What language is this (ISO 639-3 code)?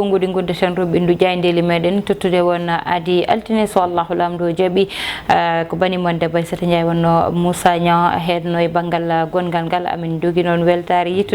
ful